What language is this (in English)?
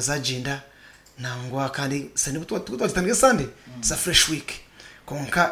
Nyankole